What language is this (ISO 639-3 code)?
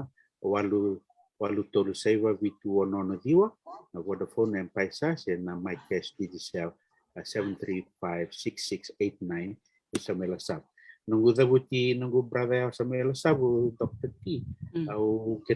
fij